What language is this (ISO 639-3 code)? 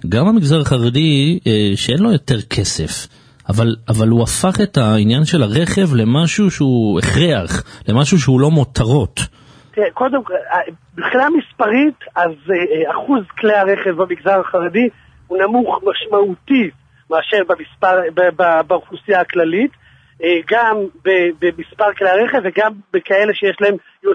heb